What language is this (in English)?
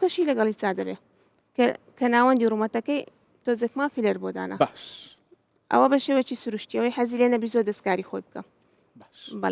Central Kurdish